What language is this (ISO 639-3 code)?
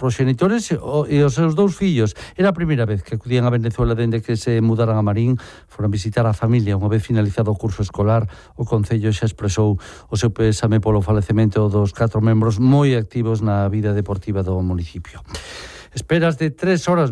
glg